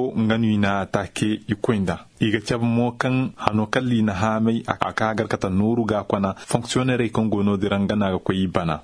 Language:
Koyraboro Senni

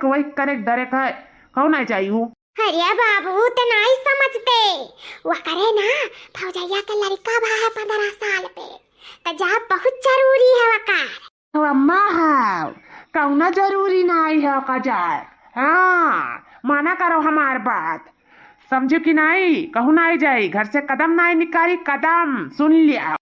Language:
Awadhi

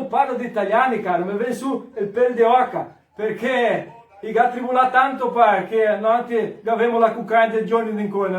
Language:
Venetian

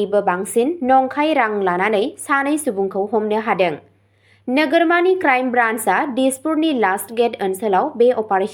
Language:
Bodo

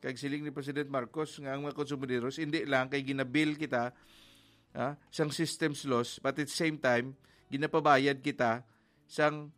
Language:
Hiligaynon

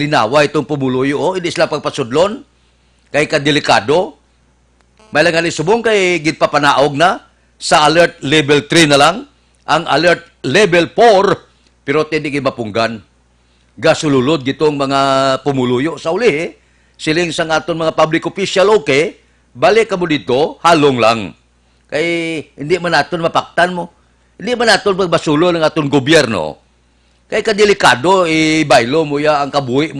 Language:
Hiligaynon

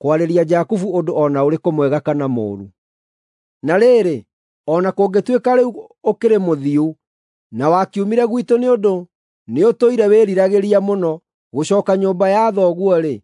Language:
Kikuyu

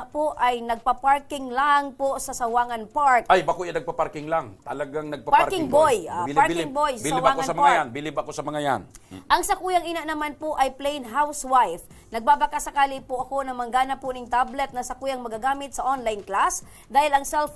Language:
Bikol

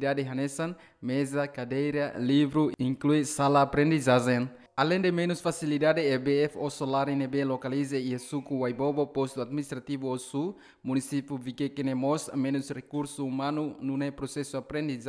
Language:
Tetum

